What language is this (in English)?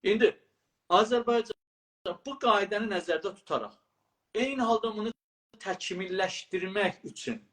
South Azerbaijani